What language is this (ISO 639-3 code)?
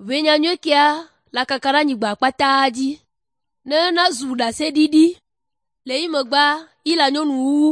ewe